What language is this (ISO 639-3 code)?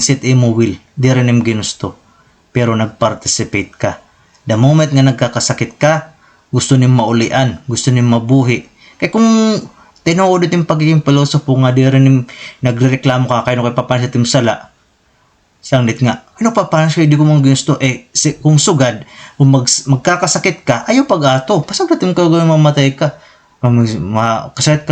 war